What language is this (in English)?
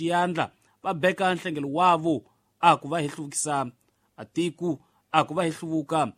Tsonga